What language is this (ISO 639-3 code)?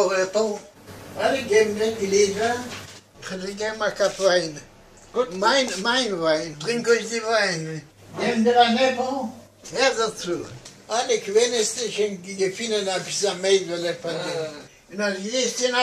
yid